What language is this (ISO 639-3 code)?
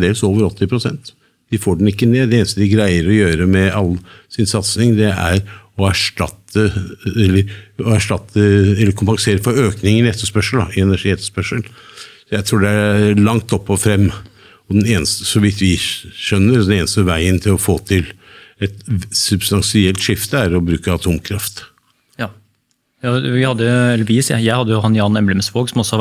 nor